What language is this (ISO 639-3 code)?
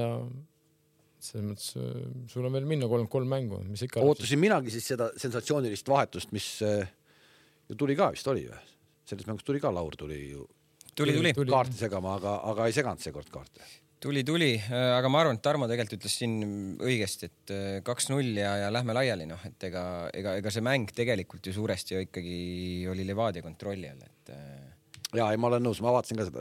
est